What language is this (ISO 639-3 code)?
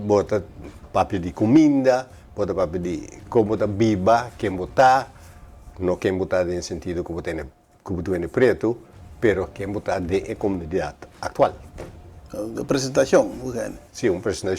pap